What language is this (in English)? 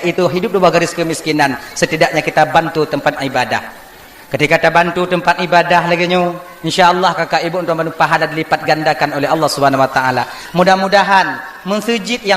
Achinese